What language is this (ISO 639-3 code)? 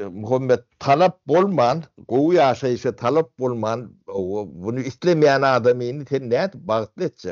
tuk